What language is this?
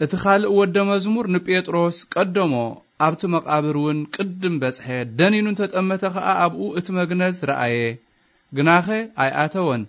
Tigrinya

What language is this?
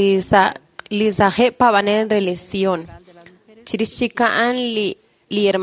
Kekchí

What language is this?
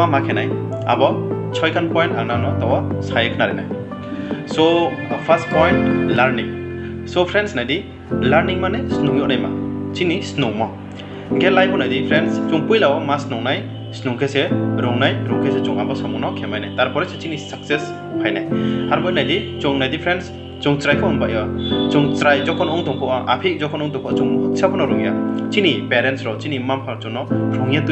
Riang (India)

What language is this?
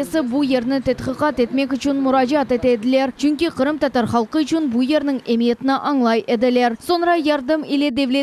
Crimean Tatar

